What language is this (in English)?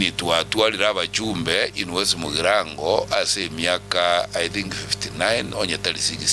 Gusii